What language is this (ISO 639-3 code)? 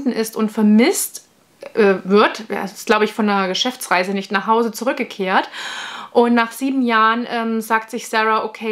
deu